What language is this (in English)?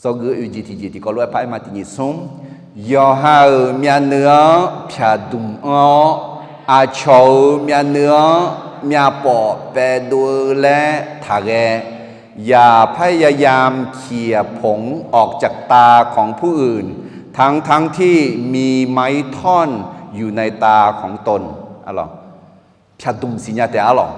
Akha